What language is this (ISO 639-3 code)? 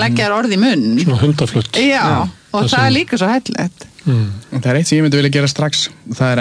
isl